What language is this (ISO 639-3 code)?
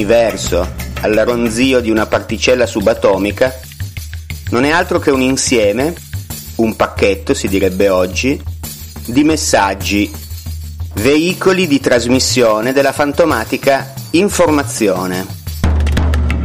ita